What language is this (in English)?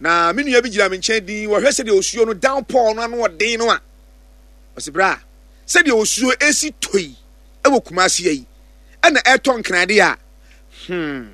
Akan